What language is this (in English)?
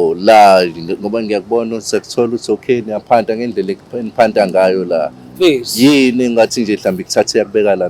Zulu